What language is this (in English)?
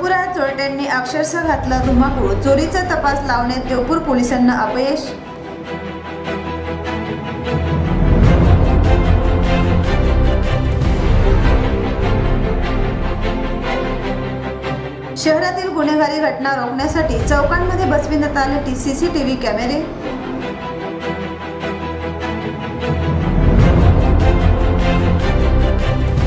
Marathi